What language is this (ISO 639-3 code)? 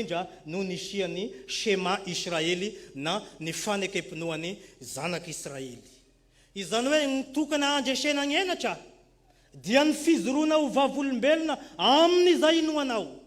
mlg